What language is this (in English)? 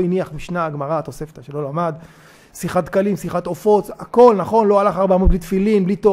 Hebrew